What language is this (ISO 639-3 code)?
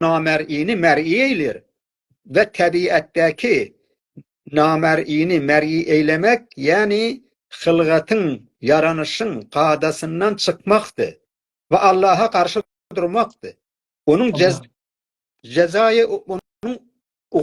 azb